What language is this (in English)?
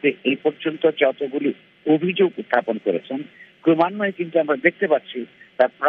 Bangla